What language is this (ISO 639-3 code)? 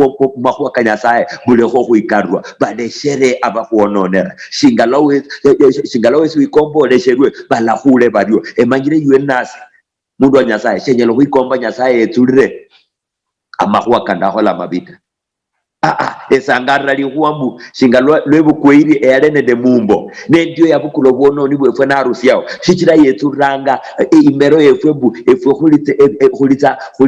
luy